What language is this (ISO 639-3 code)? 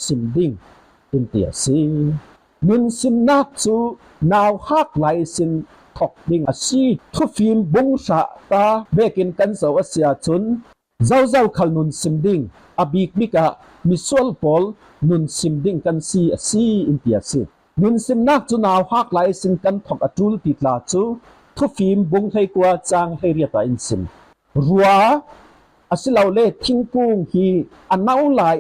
cfm